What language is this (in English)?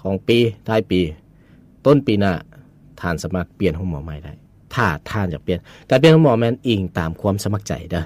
Lao